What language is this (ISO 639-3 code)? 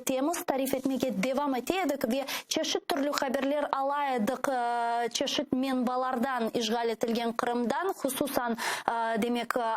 crh